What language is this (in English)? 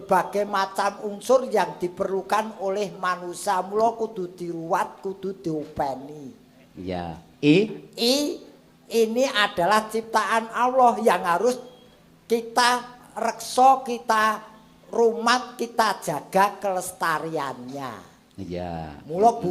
Javanese